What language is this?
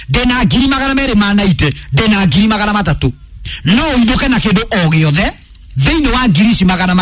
Kikuyu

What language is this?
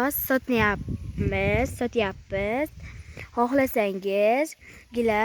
Uzbek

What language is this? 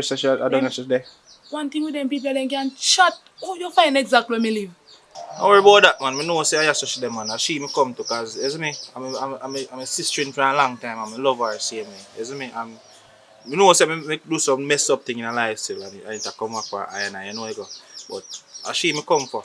Jamaican Creole English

